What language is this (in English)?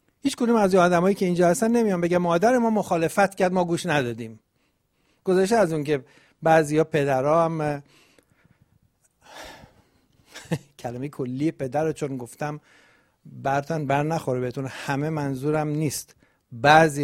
Persian